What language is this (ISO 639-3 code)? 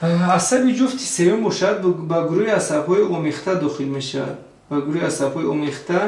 tgk